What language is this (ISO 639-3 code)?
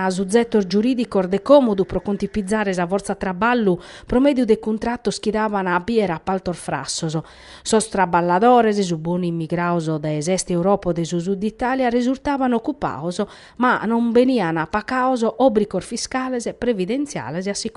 srd